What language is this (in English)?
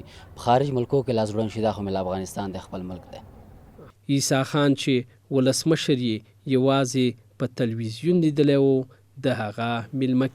Pashto